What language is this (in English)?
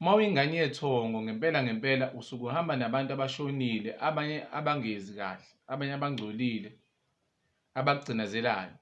Zulu